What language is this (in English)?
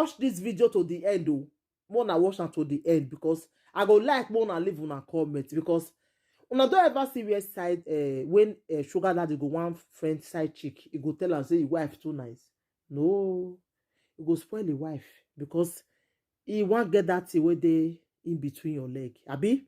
Nigerian Pidgin